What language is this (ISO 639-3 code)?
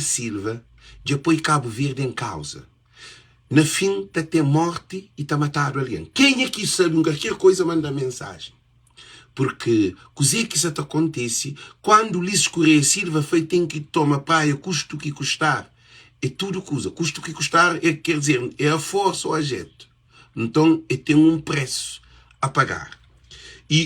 kea